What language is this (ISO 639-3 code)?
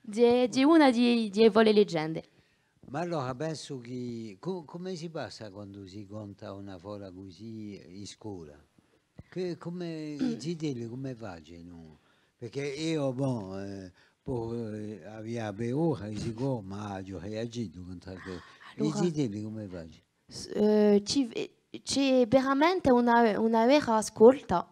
cos